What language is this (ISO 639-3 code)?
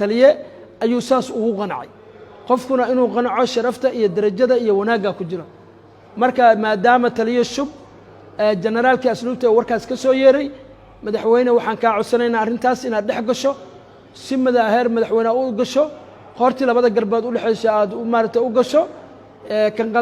som